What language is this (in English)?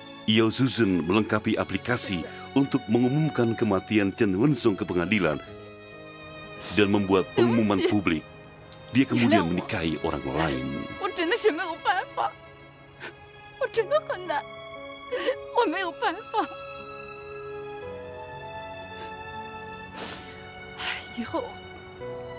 Indonesian